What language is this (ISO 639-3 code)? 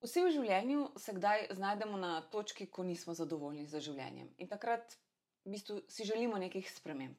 slv